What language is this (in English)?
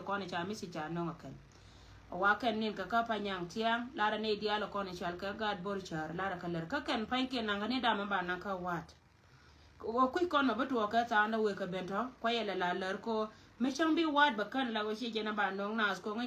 Nuer